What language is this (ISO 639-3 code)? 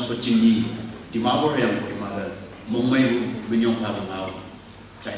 nbe